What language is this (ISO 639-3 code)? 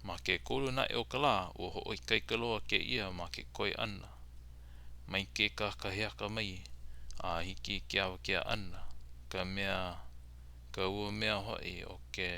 haw